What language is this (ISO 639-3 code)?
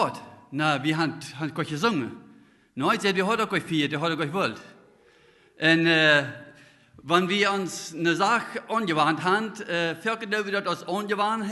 pdt